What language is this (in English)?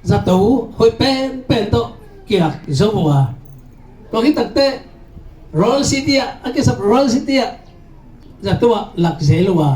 Tedim Chin